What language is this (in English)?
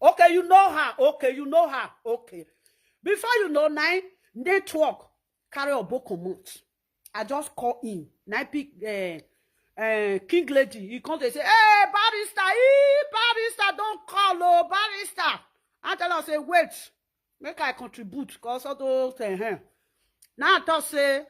Nigerian Pidgin